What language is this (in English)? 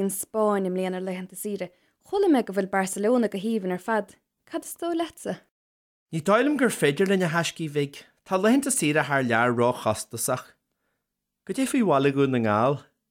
Irish